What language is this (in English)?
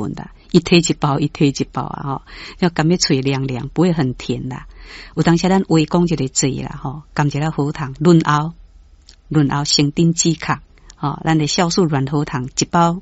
Min Nan Chinese